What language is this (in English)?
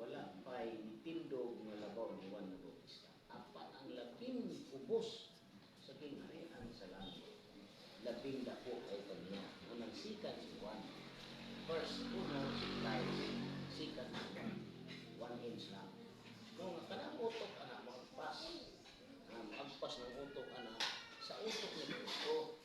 Cebuano